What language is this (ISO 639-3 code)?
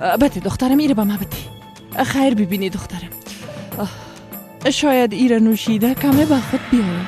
fas